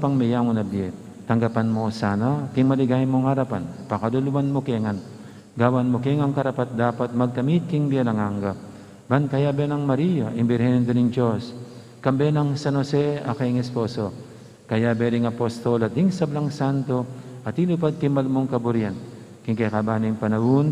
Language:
Pampanga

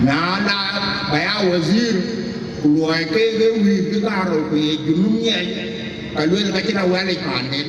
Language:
Dinka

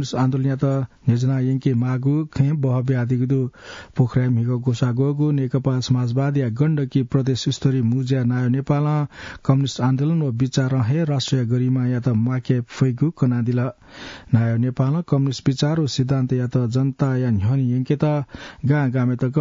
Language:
Newari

